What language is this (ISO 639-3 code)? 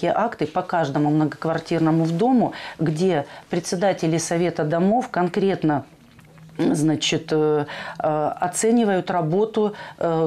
rus